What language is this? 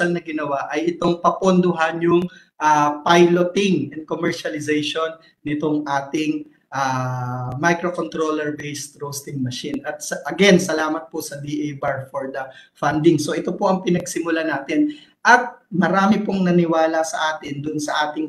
Filipino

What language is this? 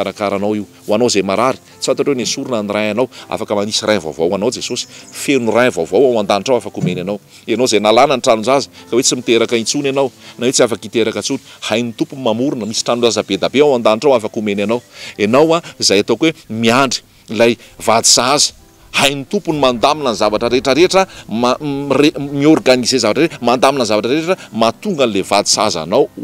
Malagasy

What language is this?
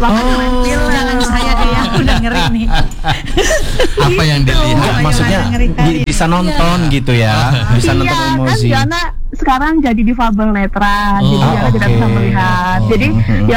Indonesian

